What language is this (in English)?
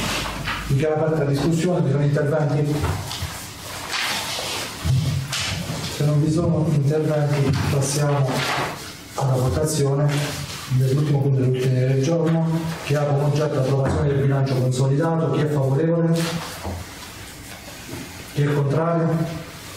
Italian